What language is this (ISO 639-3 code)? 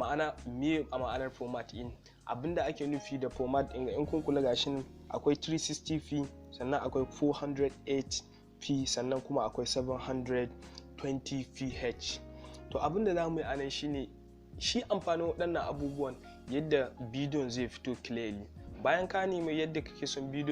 hau